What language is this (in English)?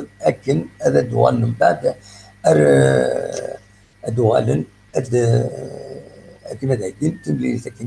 Kabyle